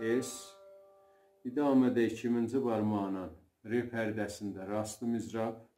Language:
South Azerbaijani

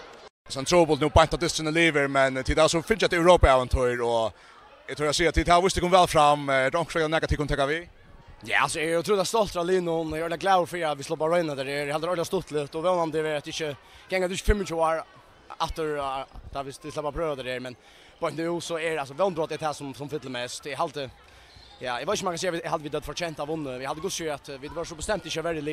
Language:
Faroese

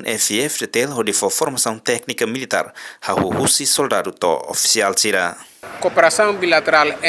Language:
Tetum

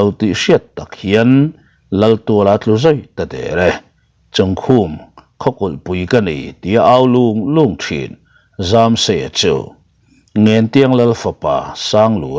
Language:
Mizo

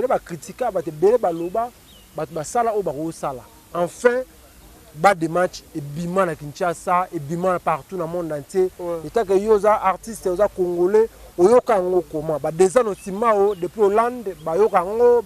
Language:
Lingala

